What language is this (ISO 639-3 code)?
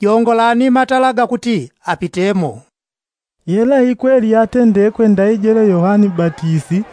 yao